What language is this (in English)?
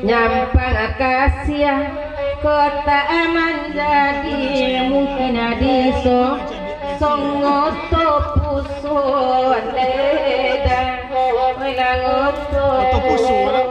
Minangkabau